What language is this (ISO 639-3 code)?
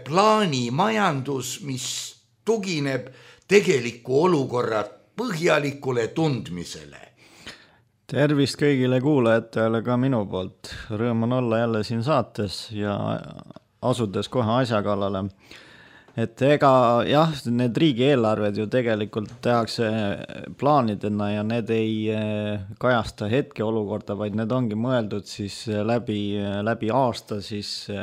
est